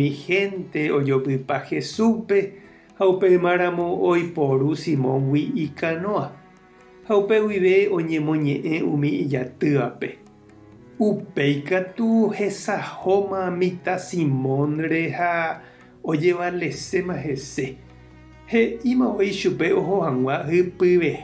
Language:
Guarani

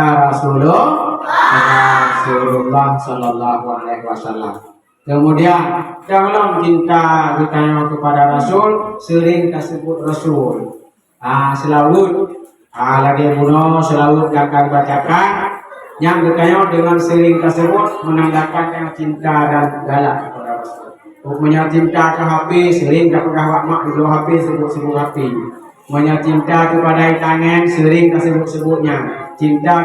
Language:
Achinese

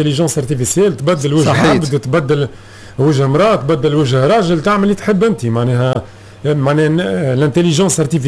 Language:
Tunisian Arabic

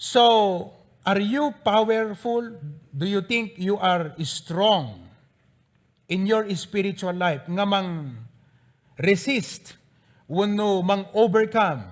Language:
Iloko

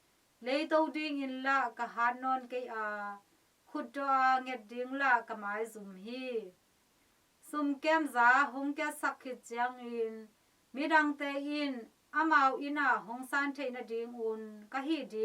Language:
Tedim Chin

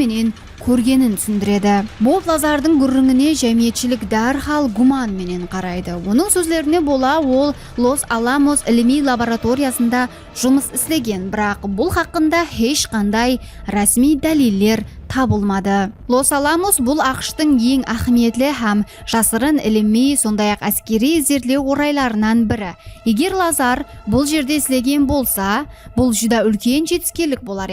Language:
Kara-Kalpak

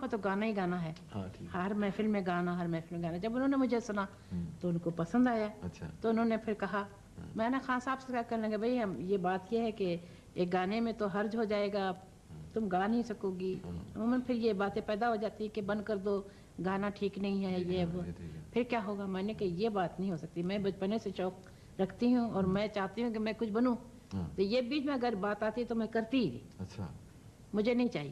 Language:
Urdu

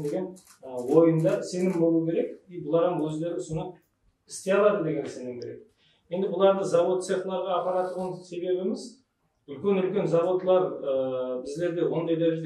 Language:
Kara-Kalpak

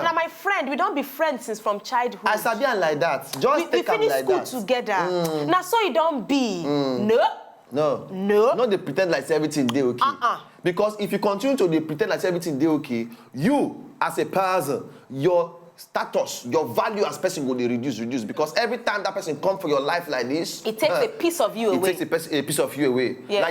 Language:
Nigerian Pidgin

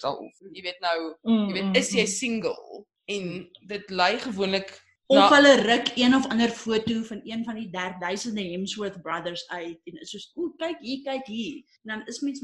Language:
Afrikaans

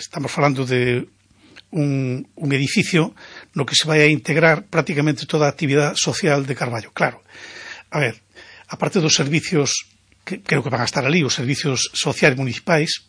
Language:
Galician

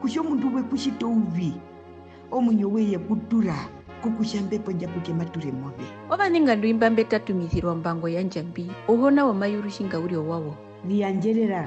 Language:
Herero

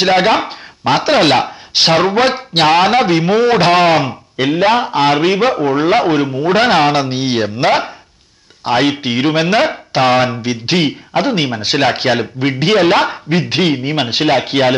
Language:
Malayalam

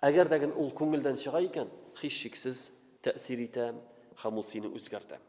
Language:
Tatar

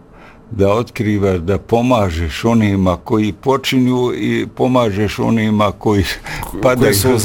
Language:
Bosnian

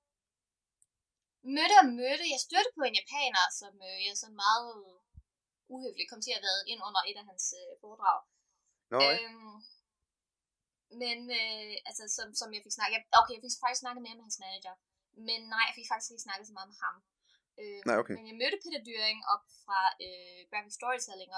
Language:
Danish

